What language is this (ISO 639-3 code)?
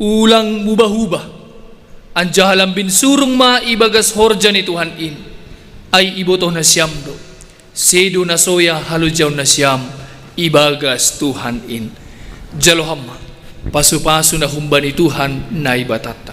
bts